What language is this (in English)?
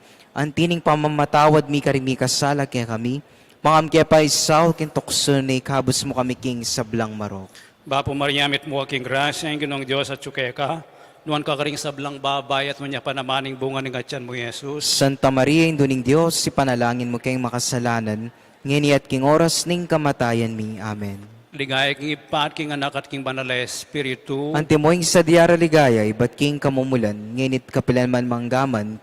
Pampanga